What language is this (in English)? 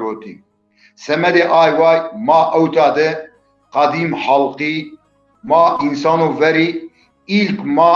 Zaza